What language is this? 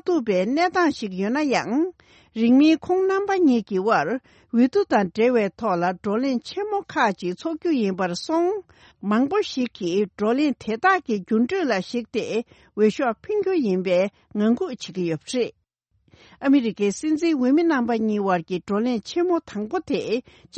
Tibetan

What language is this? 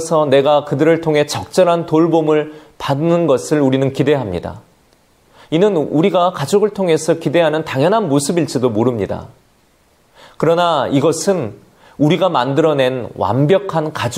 Korean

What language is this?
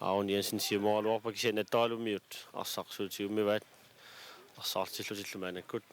Kalaallisut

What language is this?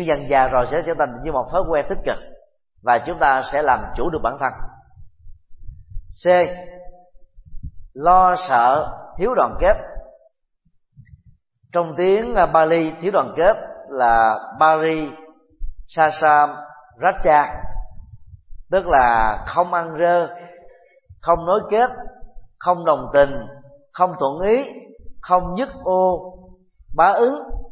Vietnamese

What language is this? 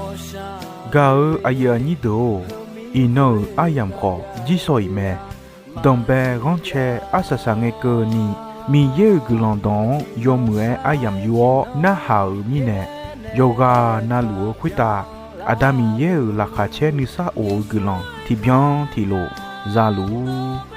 Akha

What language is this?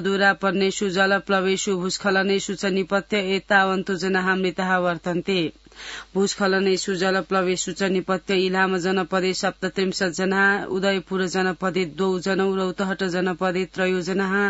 Sanskrit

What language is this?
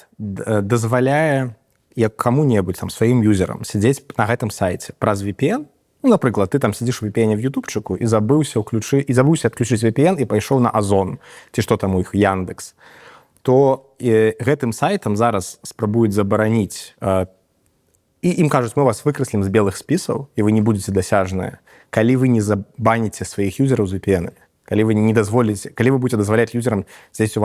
Belarusian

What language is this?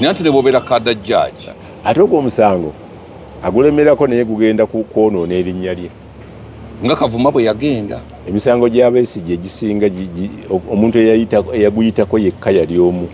Ganda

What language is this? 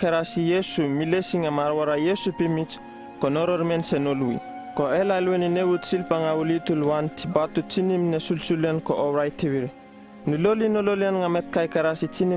Uripiv-Wala-Rano-Atchin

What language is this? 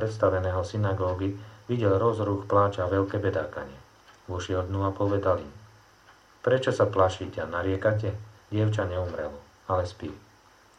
Slovak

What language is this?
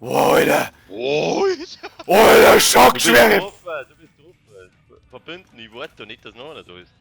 Bavarian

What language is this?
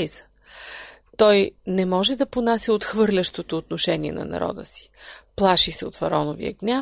Bulgarian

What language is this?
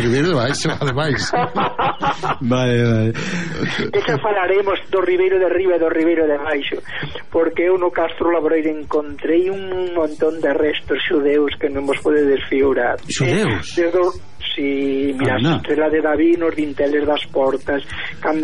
Galician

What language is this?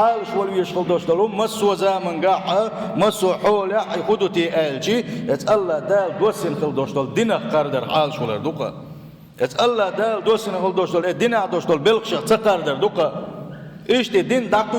Chechen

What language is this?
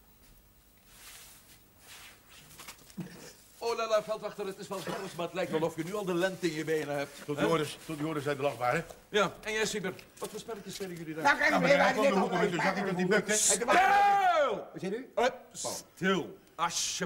Dutch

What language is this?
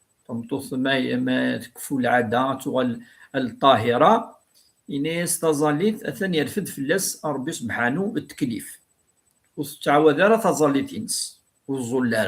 Kabyle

